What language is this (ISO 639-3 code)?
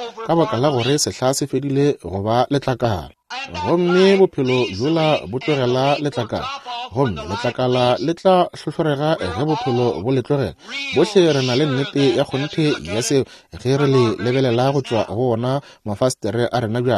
nso